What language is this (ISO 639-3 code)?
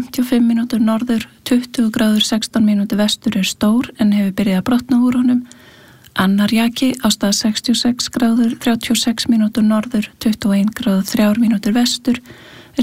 isl